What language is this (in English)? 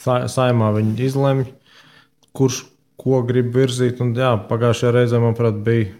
Latvian